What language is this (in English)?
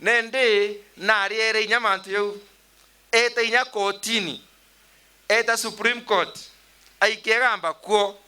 Meru